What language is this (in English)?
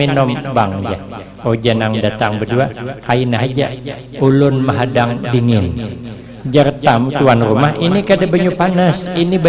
Banjar